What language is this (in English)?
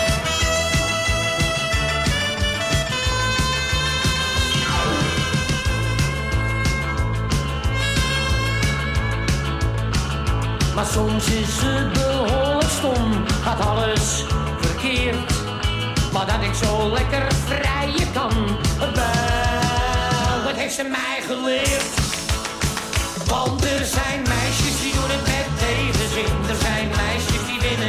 Dutch